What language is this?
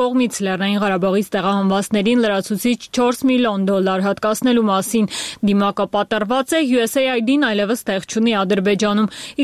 Armenian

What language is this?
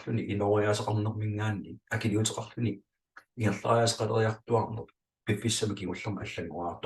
Kalaallisut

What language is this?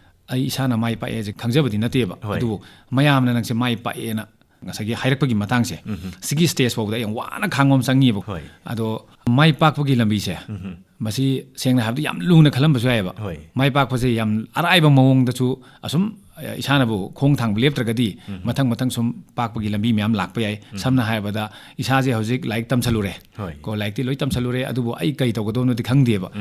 Manipuri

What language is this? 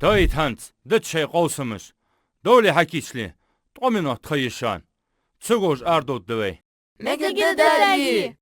Ingush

